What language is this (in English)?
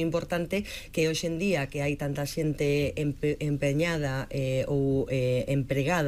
Galician